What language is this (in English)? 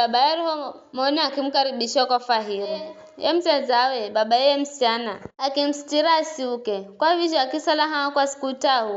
Giryama